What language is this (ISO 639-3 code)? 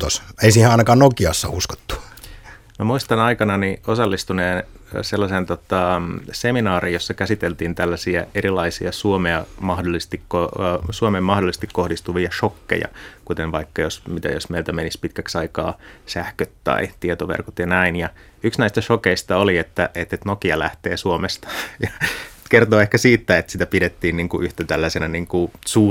fin